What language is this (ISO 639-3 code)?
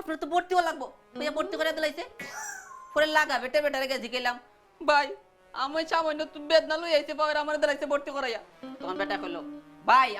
syl